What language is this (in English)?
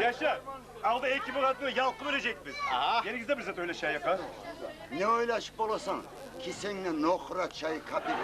Kumyk